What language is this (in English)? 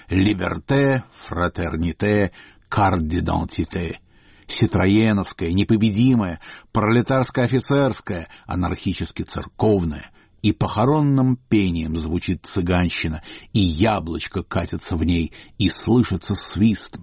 Russian